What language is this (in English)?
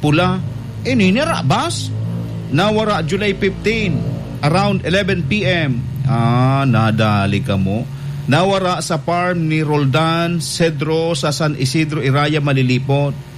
Bikol